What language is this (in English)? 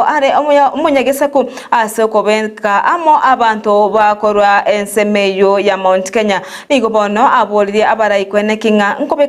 Gusii